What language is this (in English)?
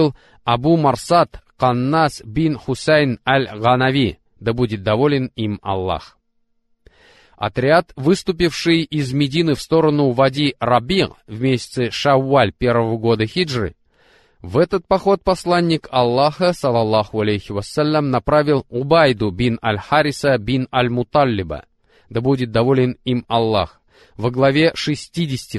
Russian